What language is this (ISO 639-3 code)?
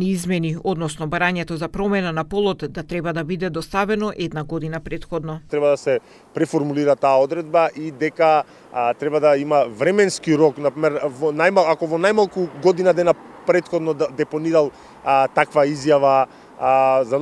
mkd